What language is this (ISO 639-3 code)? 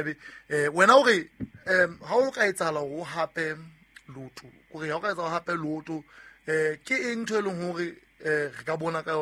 sot